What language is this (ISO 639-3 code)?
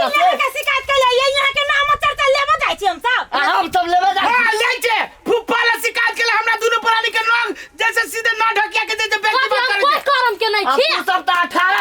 mai